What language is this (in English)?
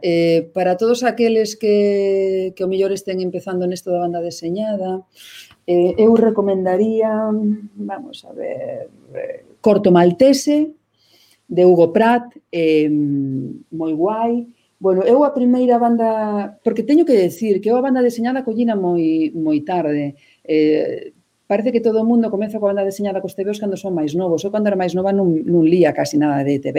Galician